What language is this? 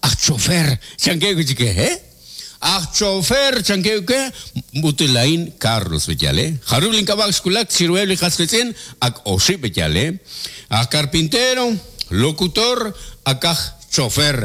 Kekchí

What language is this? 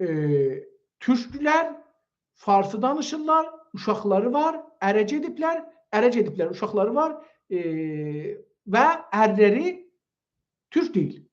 South Azerbaijani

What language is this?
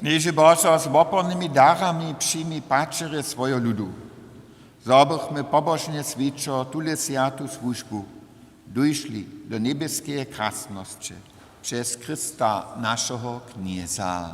Upper Sorbian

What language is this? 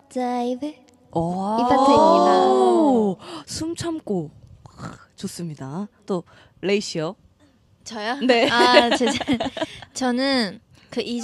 Korean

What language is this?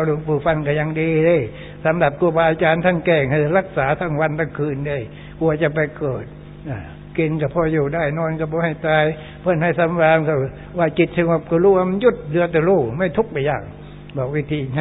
Thai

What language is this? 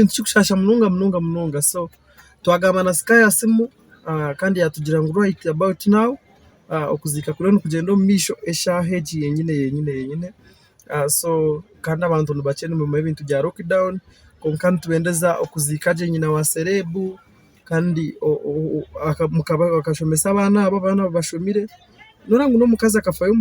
Nyankole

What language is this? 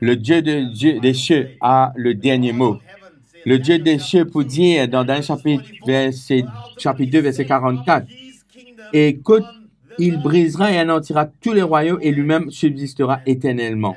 Morisyen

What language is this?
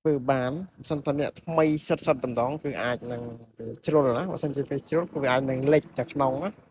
Khmer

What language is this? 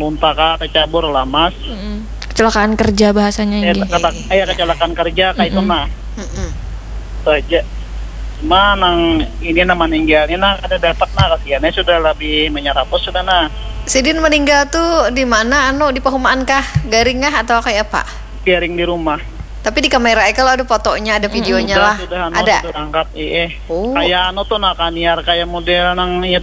Banjar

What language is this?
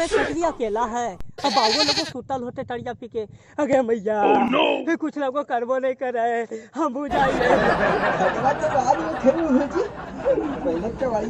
Magahi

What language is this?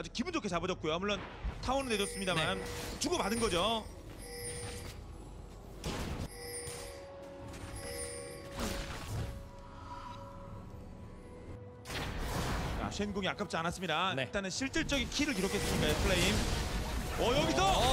Korean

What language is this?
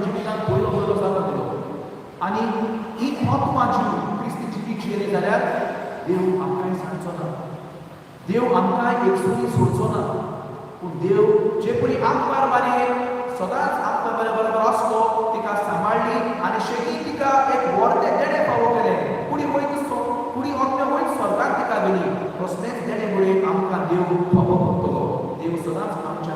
Konkani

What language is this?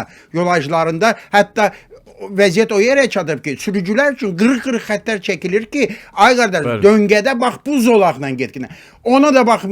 Azerbaijani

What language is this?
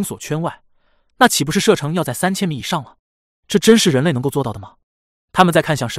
Chinese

